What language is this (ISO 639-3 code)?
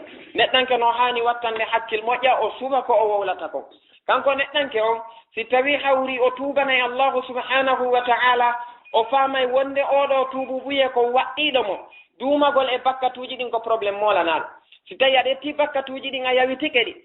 ful